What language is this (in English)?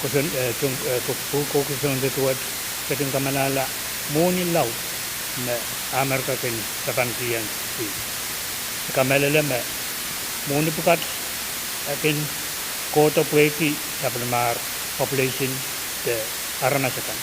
Pohnpeian